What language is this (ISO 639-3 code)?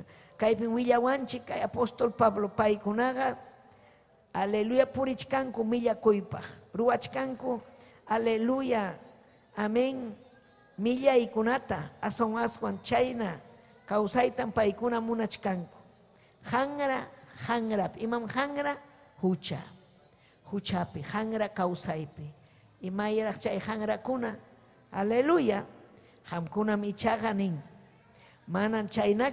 quy